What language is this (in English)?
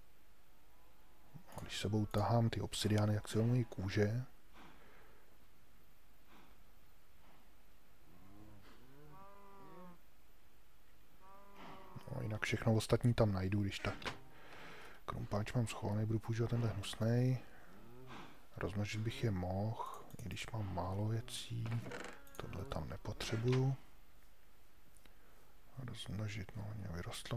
Czech